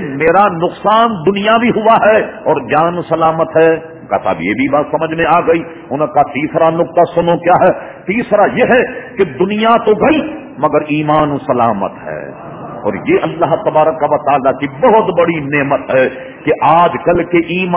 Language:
Urdu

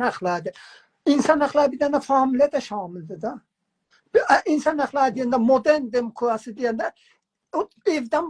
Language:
South Azerbaijani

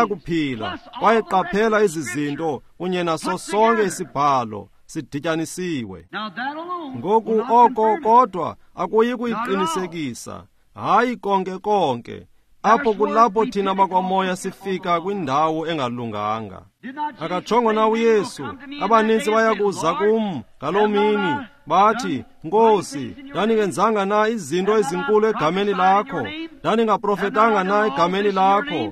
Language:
Xhosa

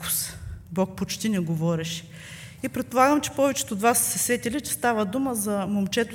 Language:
Bulgarian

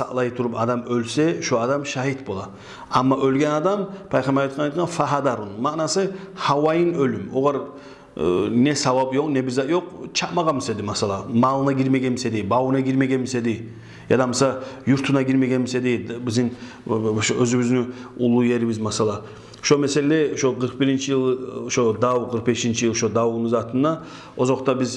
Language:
Kumyk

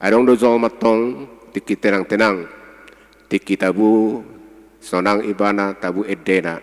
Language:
Batak Toba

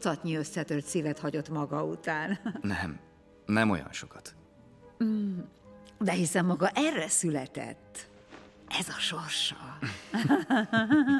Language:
Hungarian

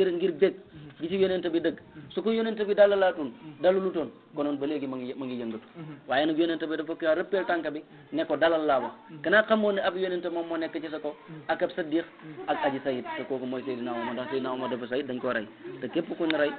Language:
Wolof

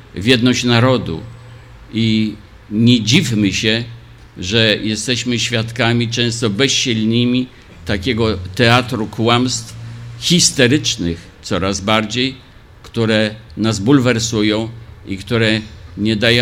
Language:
Polish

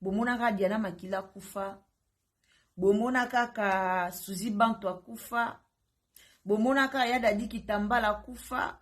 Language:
Lingala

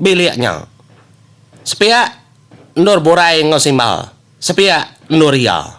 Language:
Iban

